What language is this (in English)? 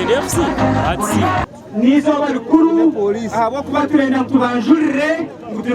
Nyankole